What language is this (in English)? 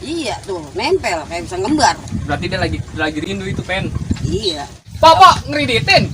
Betawi